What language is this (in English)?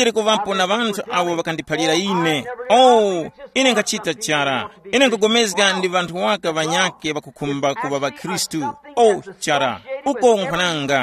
Tumbuka